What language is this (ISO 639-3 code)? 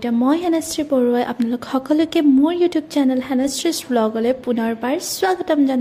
asm